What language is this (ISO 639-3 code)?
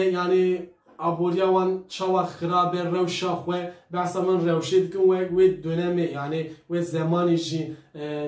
kur